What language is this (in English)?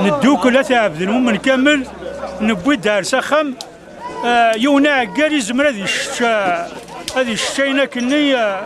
Kabyle